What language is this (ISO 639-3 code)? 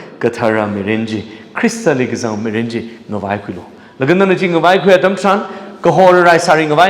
nmf